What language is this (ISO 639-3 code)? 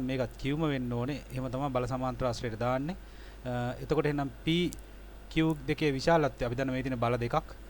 sin